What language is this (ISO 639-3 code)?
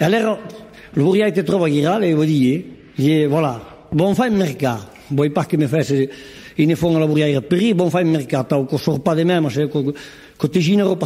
oci